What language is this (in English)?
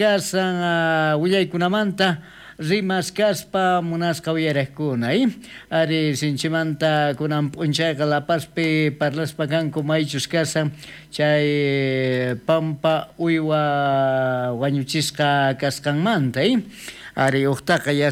South Bolivian Quechua